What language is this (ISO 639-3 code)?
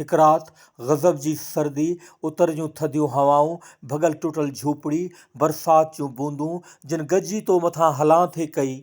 snd